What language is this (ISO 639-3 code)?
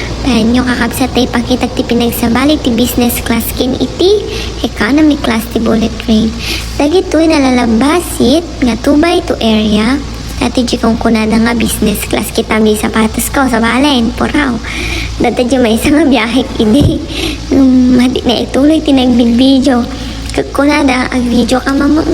ilo